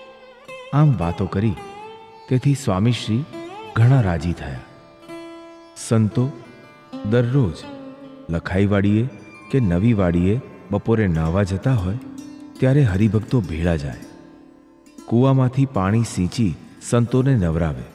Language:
Gujarati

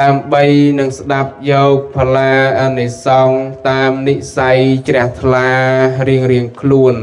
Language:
Khmer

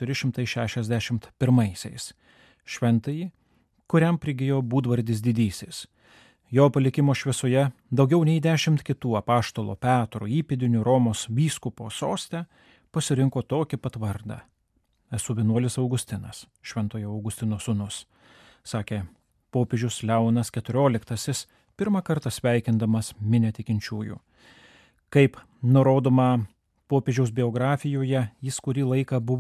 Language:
Lithuanian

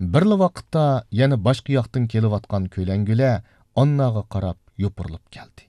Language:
Uyghur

